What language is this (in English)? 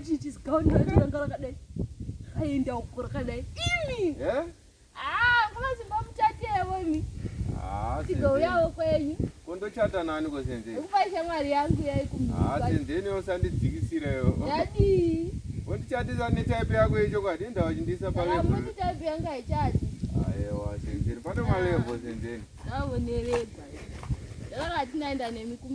Shona